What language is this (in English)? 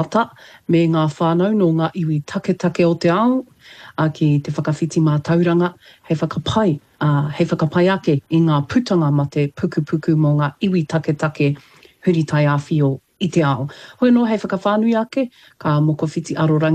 Māori